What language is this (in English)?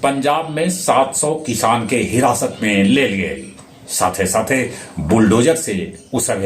Magahi